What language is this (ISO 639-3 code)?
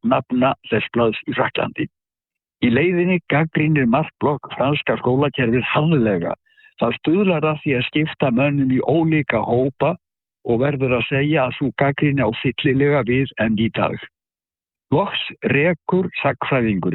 isl